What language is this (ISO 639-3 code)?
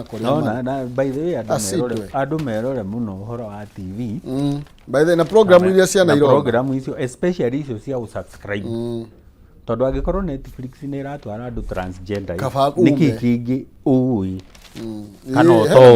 kik